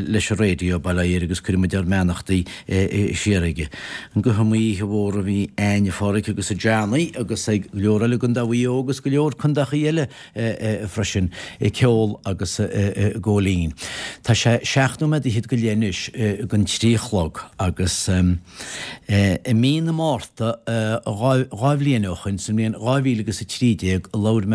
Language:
Irish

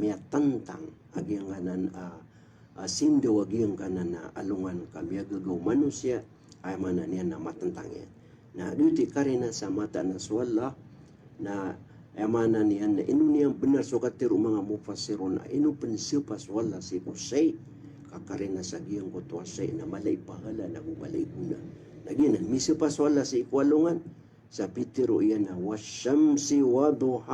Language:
Maranao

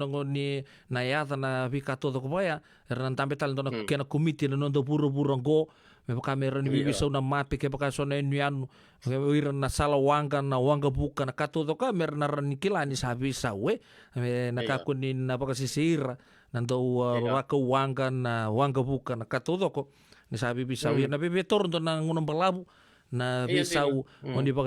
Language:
Fijian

